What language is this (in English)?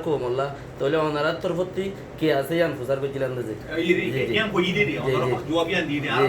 Rohingya